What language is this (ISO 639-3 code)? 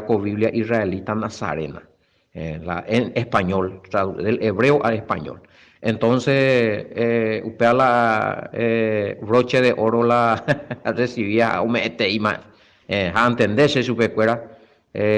grn